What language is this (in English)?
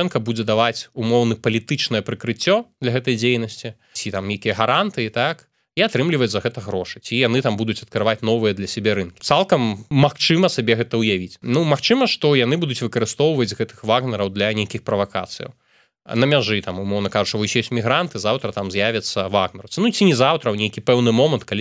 Belarusian